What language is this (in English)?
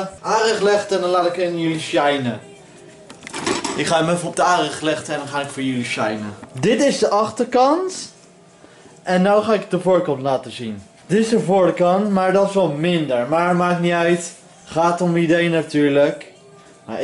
Dutch